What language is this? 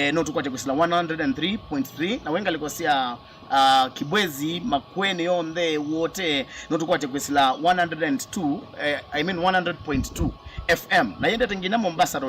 Kamba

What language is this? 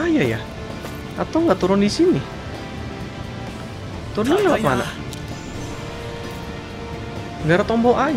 Indonesian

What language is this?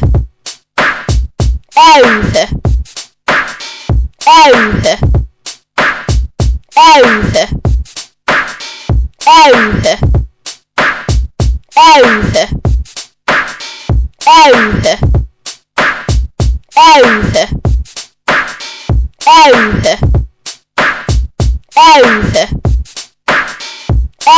Finnish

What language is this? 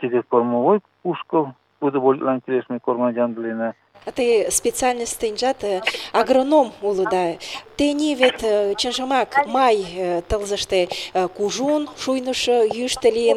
Mari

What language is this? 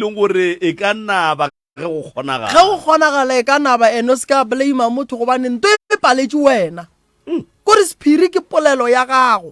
Northern Sotho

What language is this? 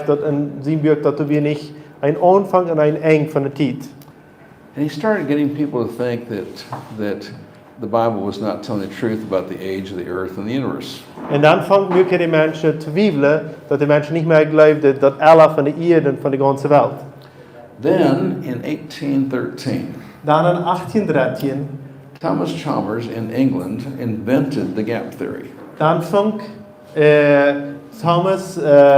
Plautdietsch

